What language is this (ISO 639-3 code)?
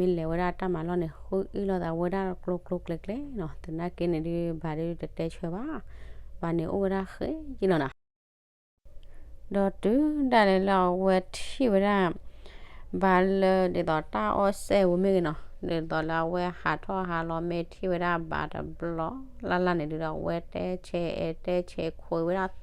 ksw